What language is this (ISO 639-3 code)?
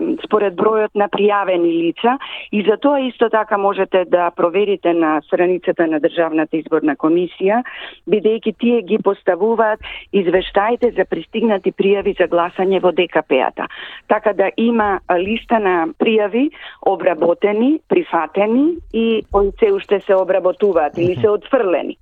mkd